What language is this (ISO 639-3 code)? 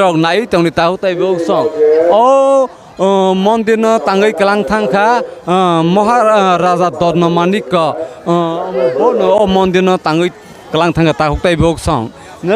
trp